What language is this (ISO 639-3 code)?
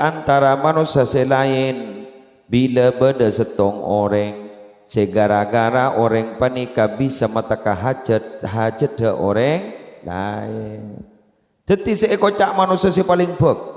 mad